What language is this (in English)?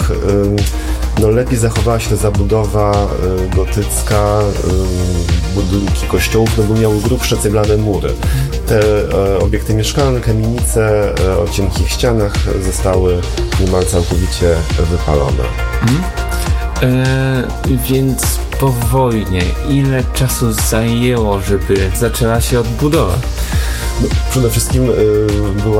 Polish